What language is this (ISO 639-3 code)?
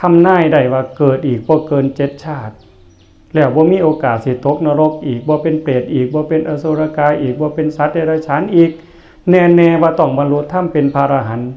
tts